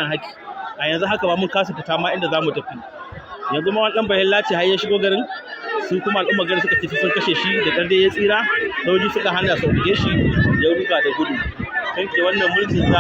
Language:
Hausa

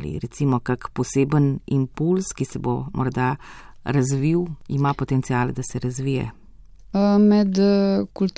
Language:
Slovenian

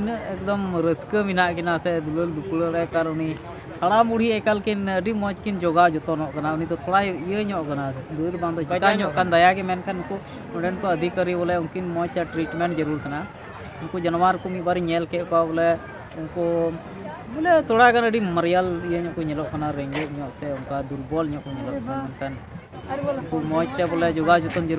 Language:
Santali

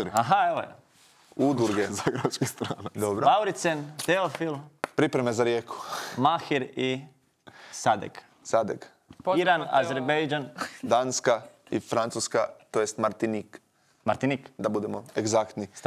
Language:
Croatian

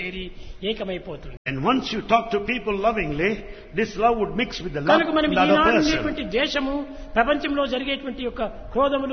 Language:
Telugu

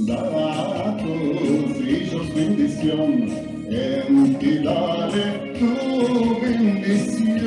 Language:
Ladino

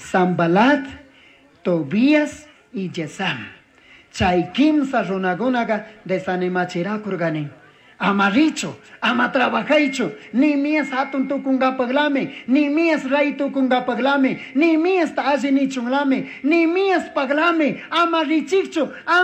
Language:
Chimborazo Highland Quichua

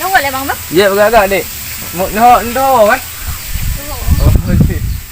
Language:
Achinese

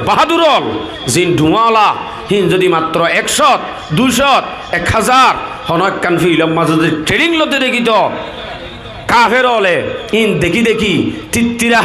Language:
Rohingya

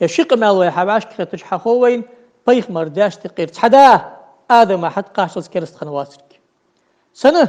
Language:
Ingush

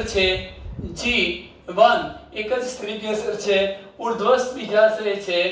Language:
Gujarati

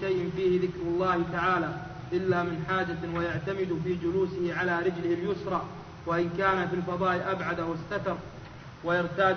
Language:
Arabic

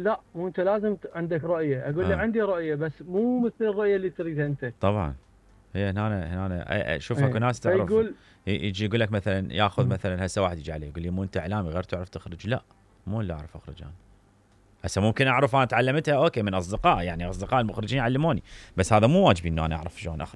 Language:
Mesopotamian Arabic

